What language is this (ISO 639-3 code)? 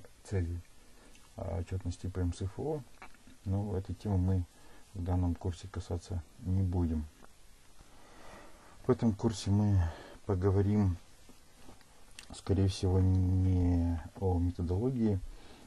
rus